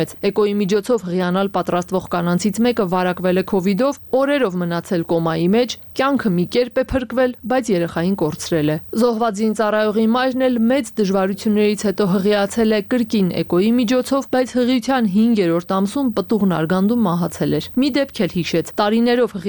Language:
Armenian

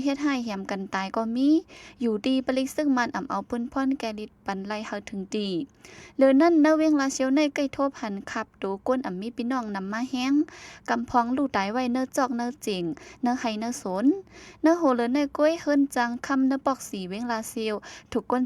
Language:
Shan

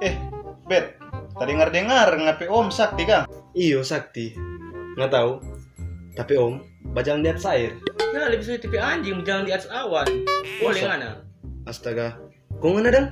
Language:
Manado Malay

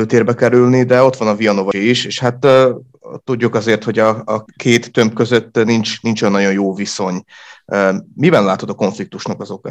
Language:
Hungarian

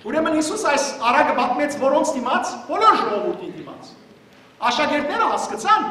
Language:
Western Armenian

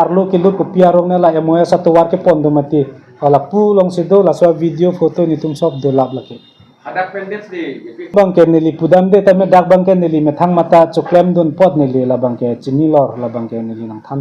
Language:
Karbi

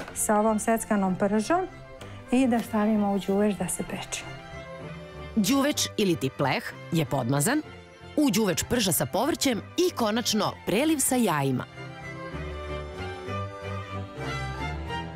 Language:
Serbian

